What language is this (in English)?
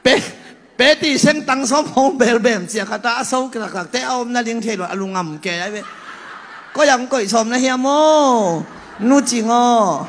Tedim Chin